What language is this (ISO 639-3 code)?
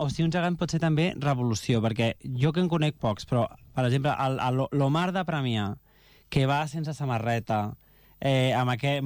cat